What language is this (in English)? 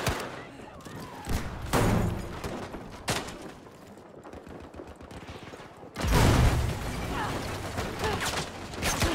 German